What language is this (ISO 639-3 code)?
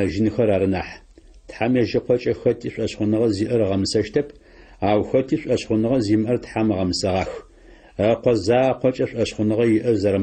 ady